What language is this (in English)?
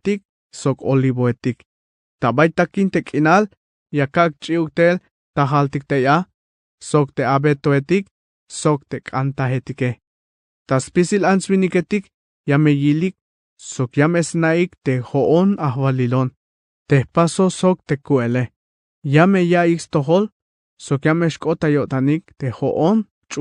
Tzeltal